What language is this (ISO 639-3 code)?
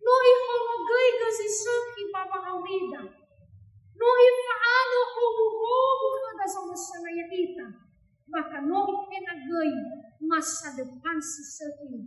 nia